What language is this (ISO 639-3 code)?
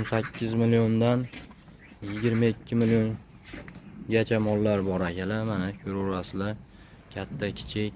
uzb